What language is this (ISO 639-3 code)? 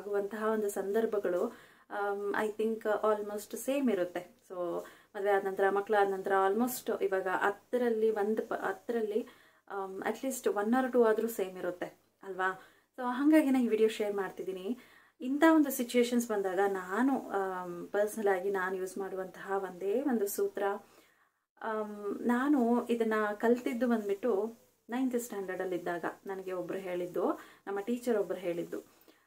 kan